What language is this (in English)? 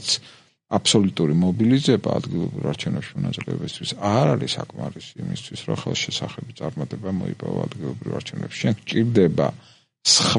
Georgian